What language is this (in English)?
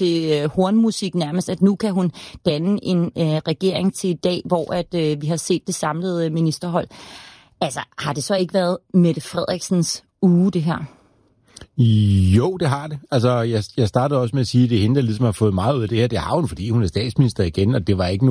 Danish